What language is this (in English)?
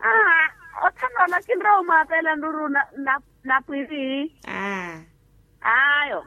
Makhuwa